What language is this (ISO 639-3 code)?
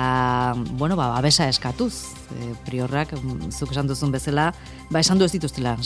eus